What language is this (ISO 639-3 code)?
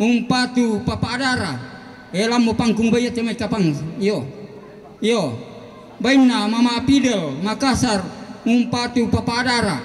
sda